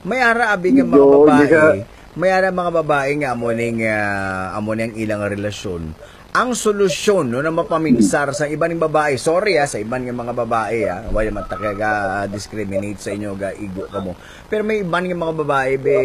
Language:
Hiligaynon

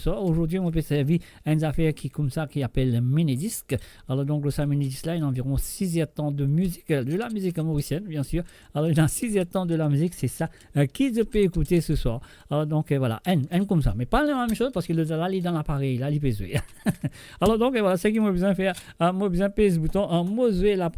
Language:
Morisyen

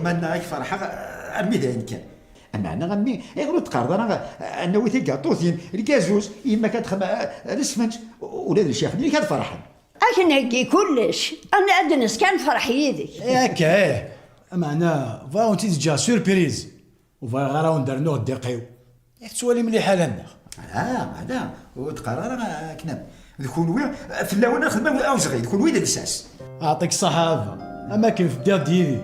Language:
Kabyle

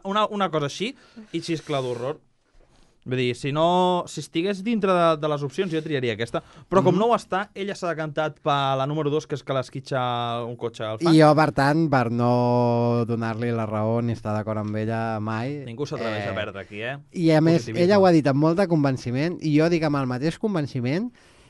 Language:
Catalan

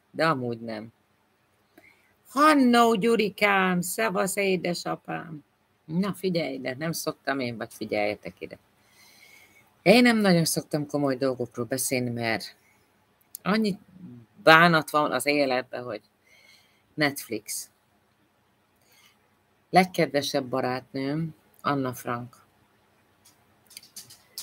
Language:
Hungarian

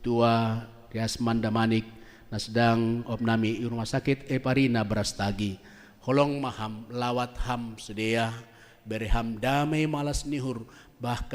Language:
Batak Simalungun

